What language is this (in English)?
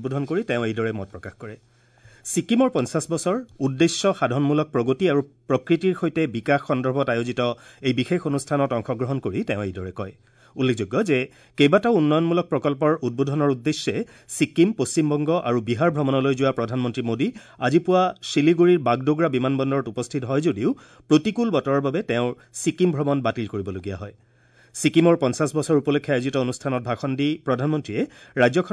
Assamese